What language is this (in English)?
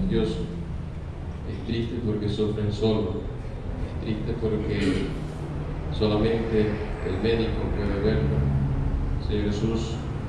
Spanish